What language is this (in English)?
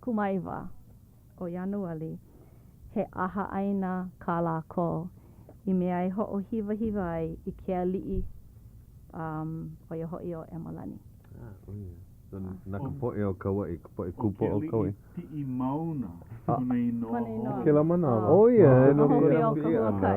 Hawaiian